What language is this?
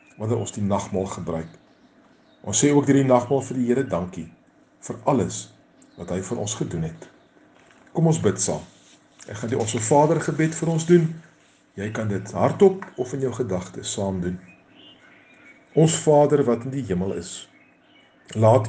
Afrikaans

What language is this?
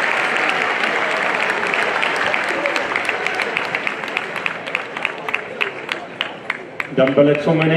Afrikaans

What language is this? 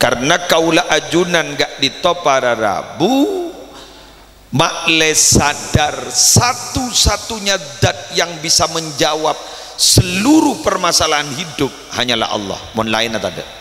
Madurese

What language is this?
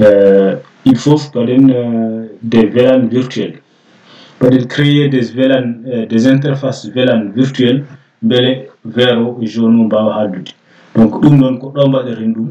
Fula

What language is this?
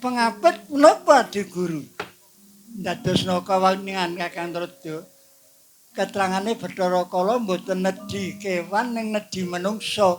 Javanese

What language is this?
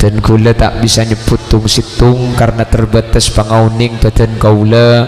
Madurese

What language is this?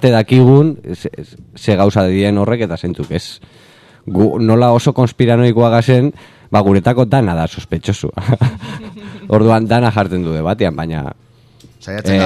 Basque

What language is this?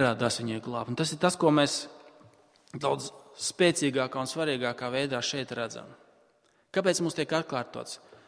Latvian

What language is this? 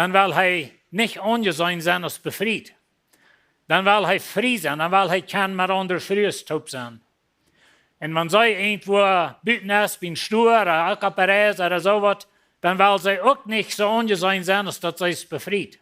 Plautdietsch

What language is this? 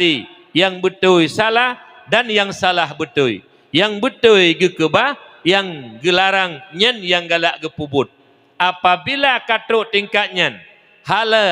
Achinese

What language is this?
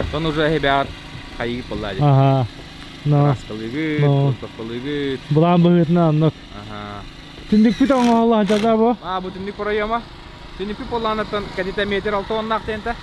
Yakut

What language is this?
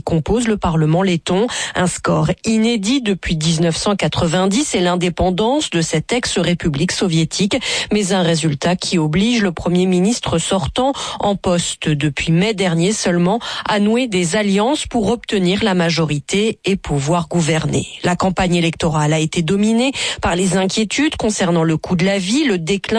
French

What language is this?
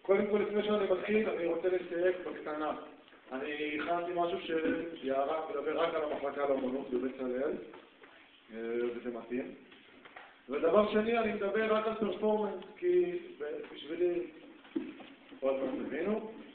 Hebrew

